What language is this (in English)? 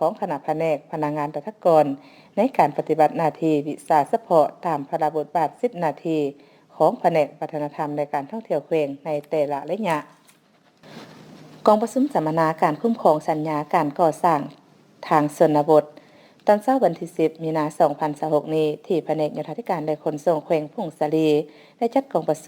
Lao